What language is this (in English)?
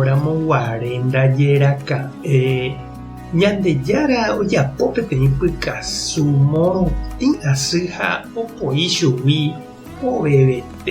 Guarani